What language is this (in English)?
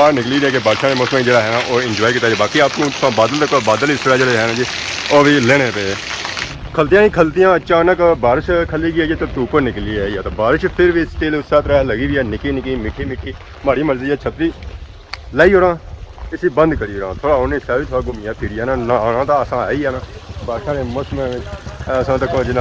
Pahari-Potwari